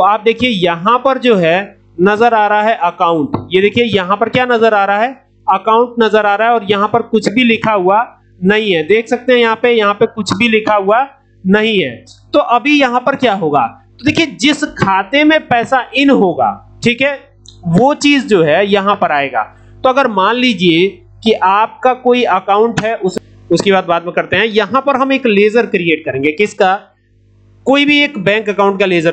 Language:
Hindi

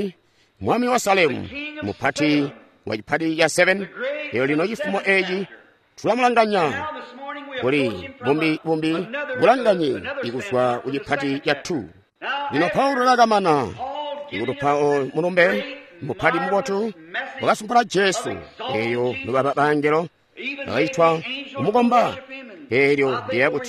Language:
Tonga (Zambia)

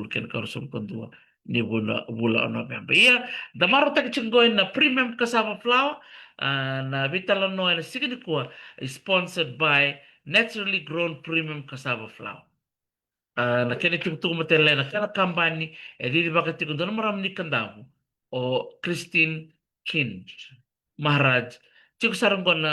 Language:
Fijian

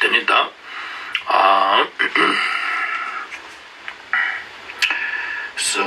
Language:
Ladakhi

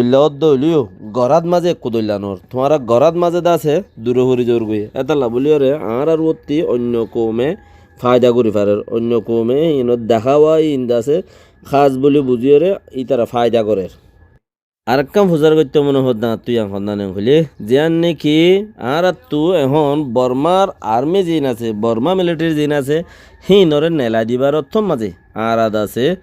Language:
Rohingya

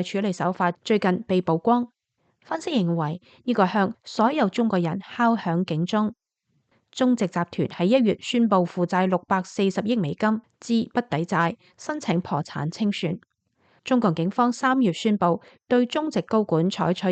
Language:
Cantonese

